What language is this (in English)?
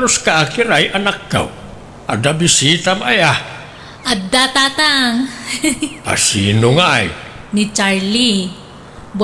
Iloko